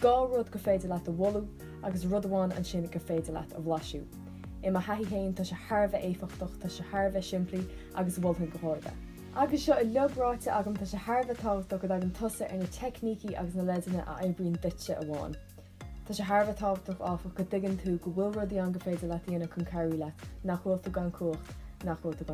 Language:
Irish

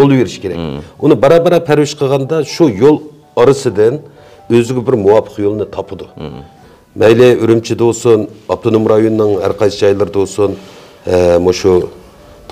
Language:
Uyghur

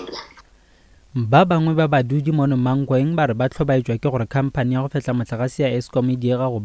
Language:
Northern Sotho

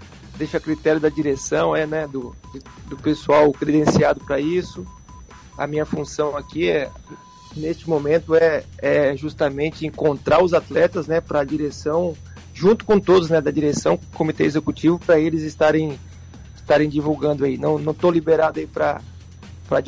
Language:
Portuguese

